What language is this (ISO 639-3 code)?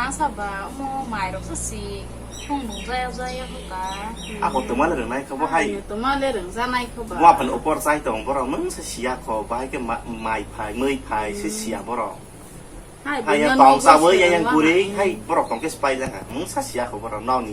trp